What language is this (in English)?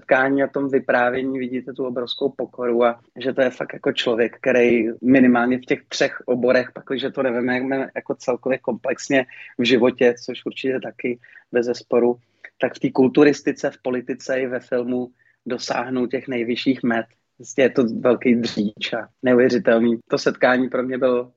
Czech